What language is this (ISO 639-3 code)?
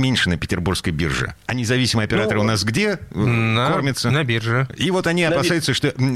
rus